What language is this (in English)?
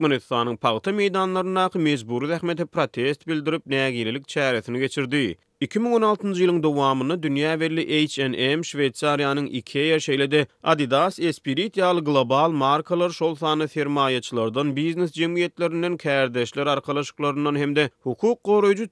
Turkmen